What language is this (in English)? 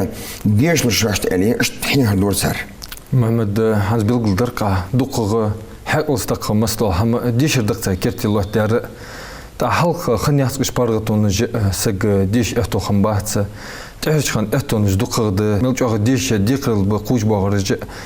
Ingush